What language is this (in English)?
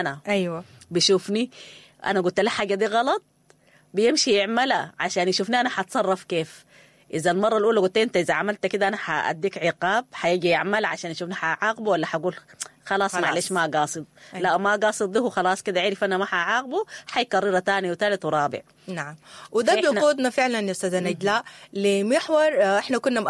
Sudanese Arabic